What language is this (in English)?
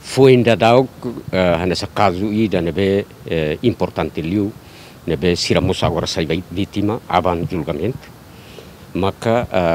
Tetum